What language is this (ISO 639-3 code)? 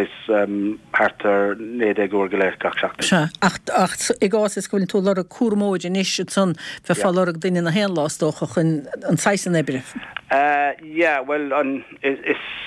gle